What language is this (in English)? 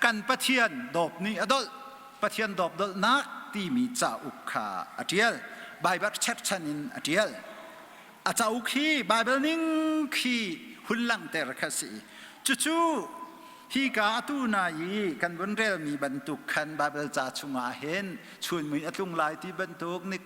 Hakha Chin